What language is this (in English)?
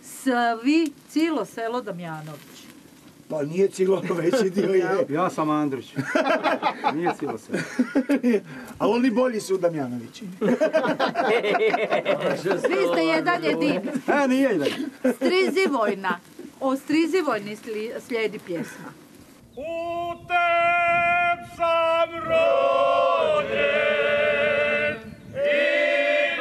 Croatian